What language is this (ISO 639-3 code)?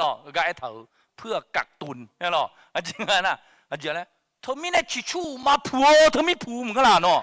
ahk